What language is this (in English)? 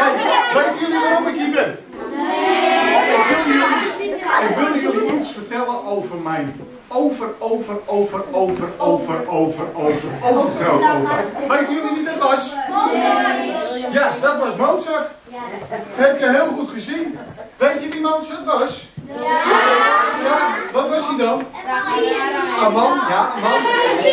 Dutch